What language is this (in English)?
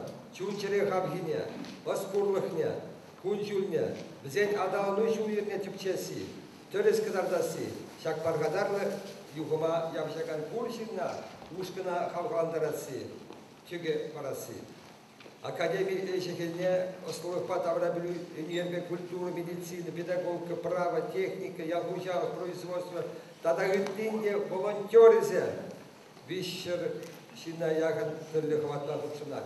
Chuvash